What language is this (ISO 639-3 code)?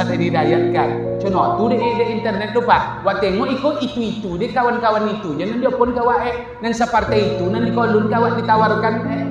min